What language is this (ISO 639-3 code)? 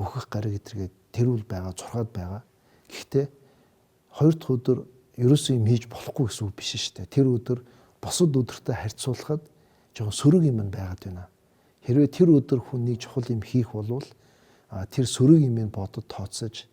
mon